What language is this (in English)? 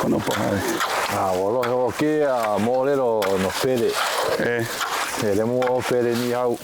Hawaiian